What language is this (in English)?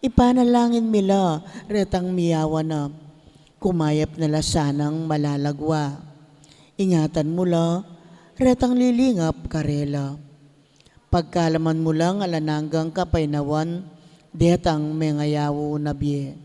Pampanga